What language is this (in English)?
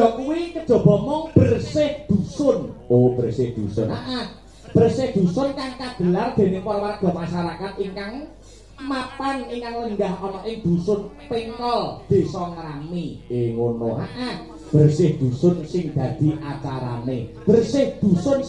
Javanese